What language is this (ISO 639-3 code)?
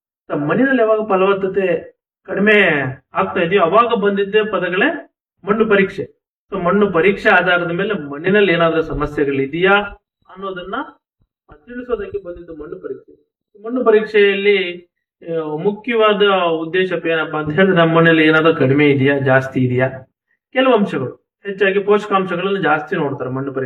kan